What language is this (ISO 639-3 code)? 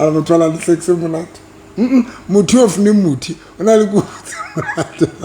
sot